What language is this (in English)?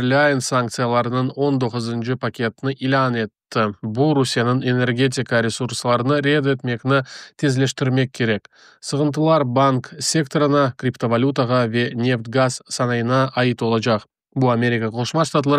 Crimean Tatar